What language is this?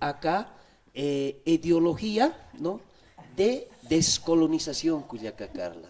Aymara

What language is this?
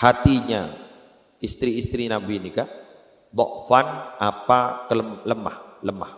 Madurese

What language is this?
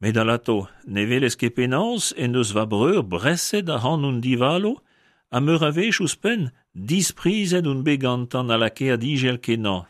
Breton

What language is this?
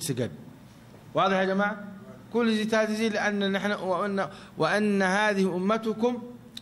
Tigrinya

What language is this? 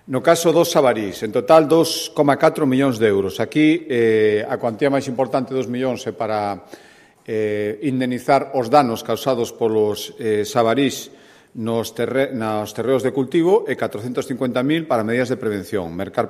Galician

